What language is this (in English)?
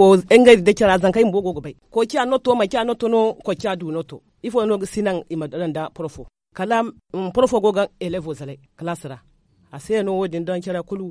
Zarma